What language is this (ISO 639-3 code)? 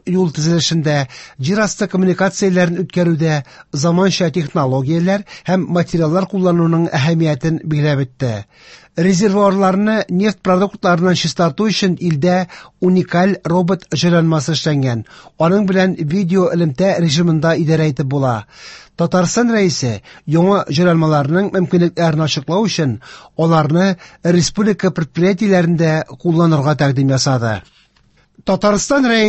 tat